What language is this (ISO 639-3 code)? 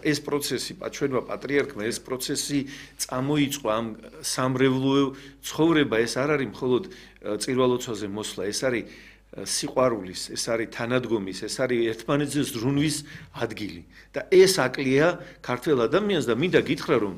kat